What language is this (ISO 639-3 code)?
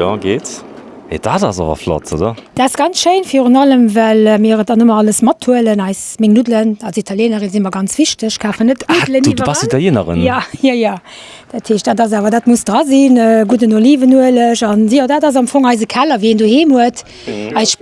ltz